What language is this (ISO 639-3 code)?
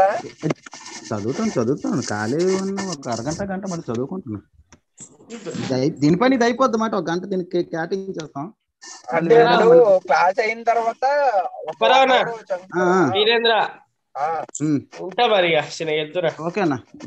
tel